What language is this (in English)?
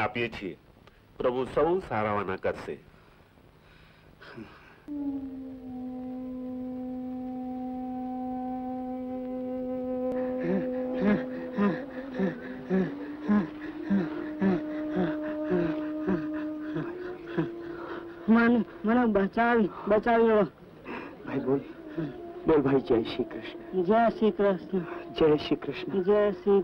Gujarati